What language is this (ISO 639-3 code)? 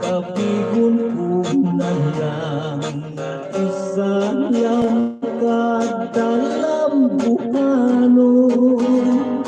hil